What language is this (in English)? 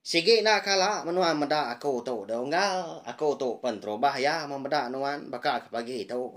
Iban